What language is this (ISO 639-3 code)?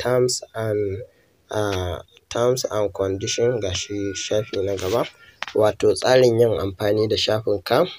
hau